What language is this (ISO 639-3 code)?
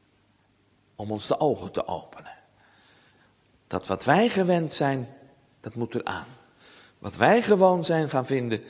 nld